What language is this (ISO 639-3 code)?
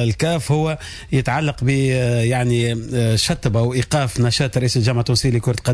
aeb